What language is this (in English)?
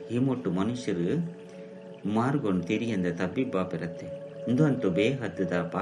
Tulu